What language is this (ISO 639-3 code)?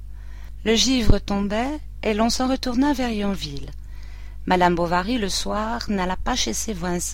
fra